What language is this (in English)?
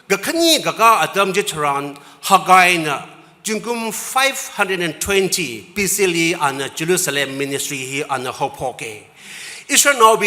Tangkhul Naga (India)